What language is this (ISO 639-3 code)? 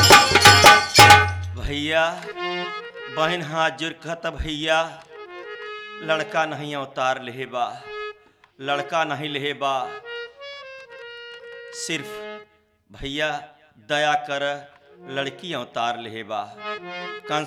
bho